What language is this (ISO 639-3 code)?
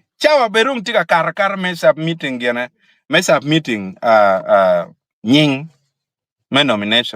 ach